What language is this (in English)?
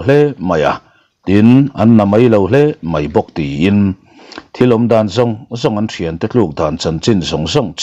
Mizo